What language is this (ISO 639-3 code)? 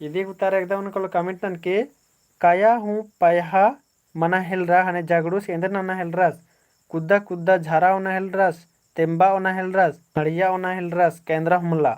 kru